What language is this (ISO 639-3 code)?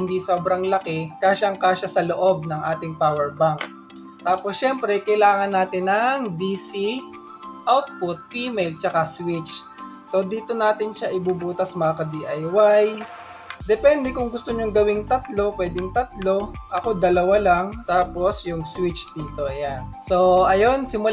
fil